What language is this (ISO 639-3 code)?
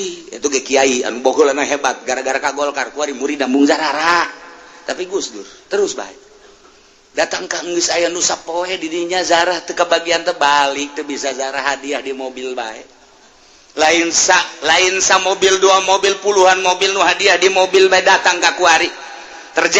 sun